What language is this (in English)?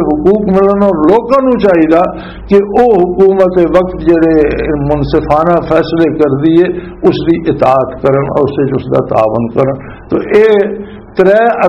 Western Panjabi